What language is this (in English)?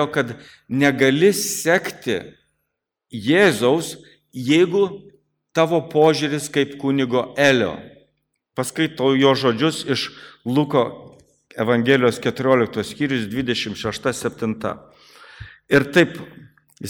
Lithuanian